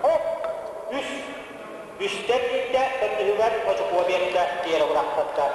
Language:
Yakut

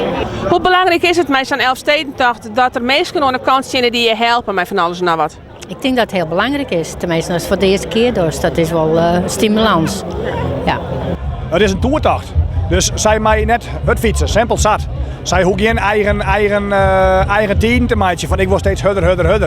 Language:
Western Frisian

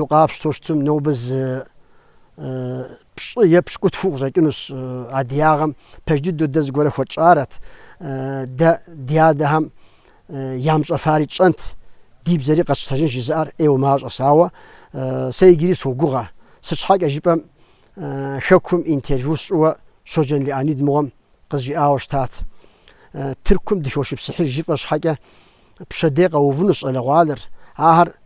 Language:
Kabardian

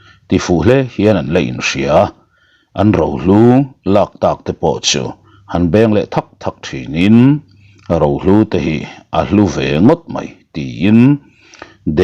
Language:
Mizo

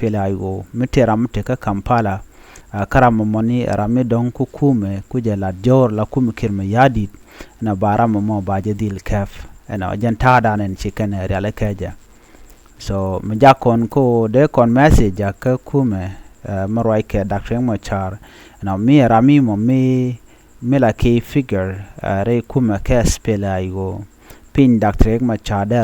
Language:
Nuer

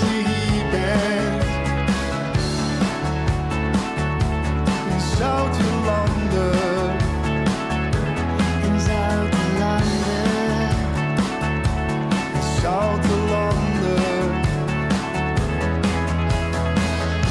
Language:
Dutch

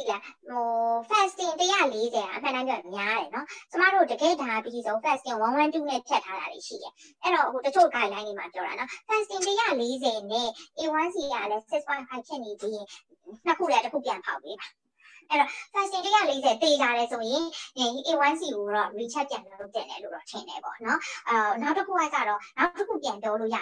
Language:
Burmese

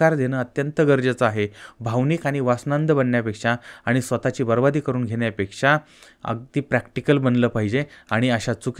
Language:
Marathi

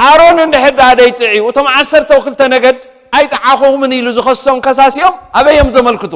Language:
Tigrinya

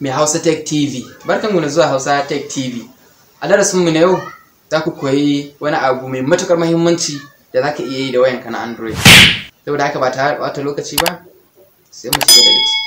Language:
Hausa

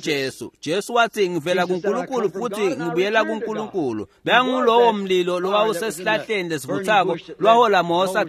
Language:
Swati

